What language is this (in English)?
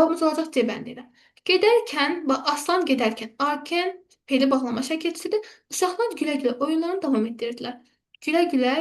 Azerbaijani